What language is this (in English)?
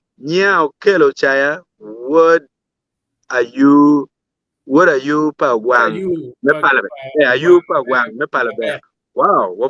Acoli